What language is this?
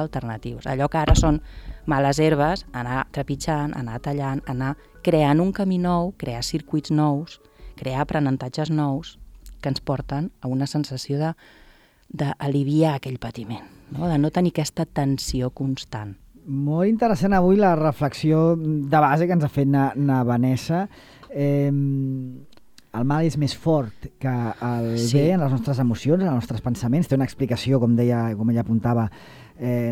Catalan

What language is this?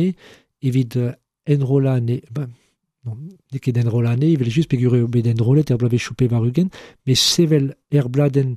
Breton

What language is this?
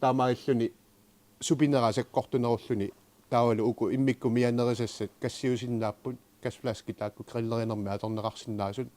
Kalaallisut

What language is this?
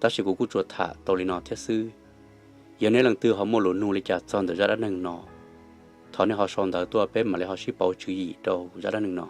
Hmong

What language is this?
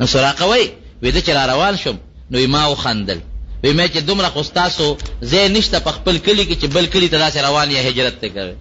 Pashto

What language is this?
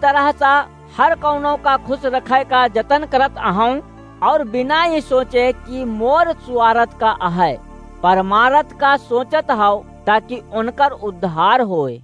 Awadhi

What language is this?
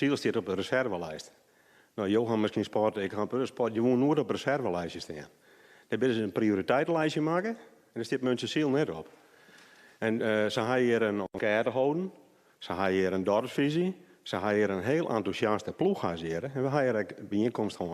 Western Frisian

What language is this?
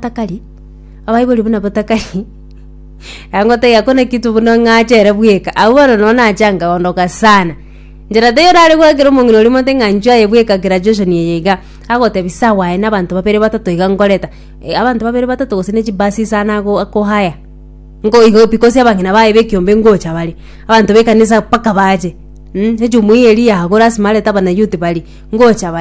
Gusii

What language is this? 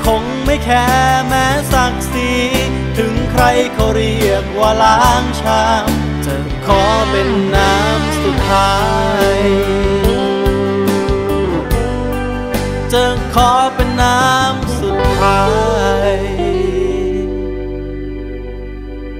Thai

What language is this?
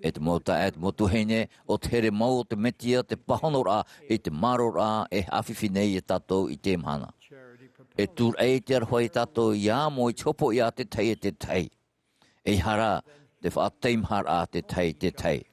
Tahitian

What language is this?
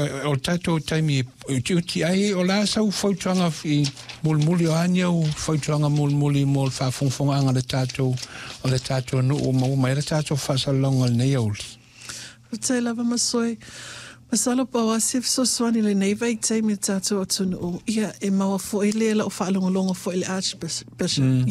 Samoan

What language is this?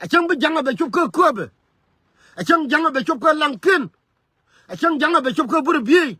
Nuer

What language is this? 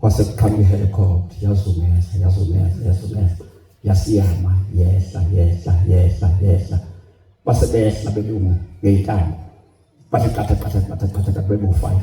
Zulu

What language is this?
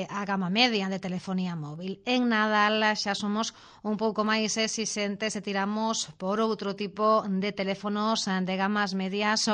Galician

